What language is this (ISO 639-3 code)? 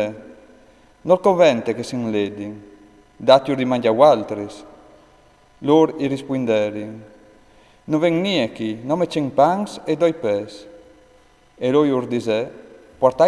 fur